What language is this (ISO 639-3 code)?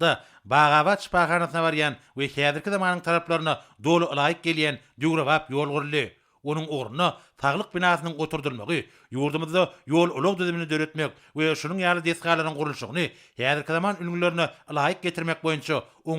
tuk